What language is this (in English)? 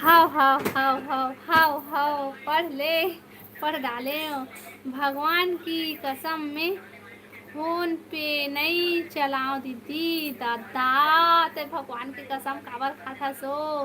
Chhattisgarhi